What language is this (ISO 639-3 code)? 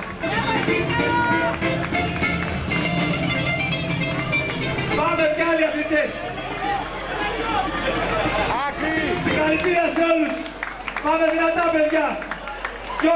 ell